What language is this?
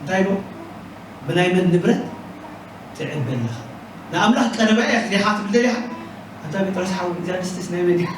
Tigrinya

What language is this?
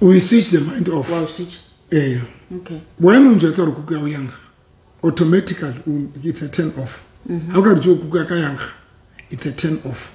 Southern Sotho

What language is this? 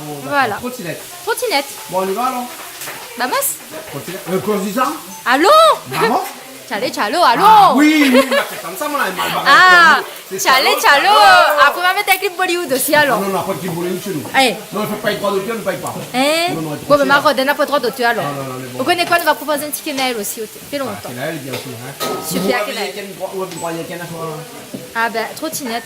Réunion Creole French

